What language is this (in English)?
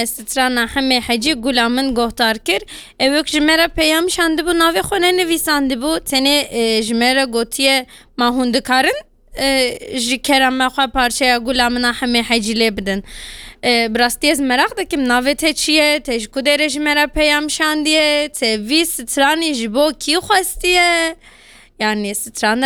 Kurdish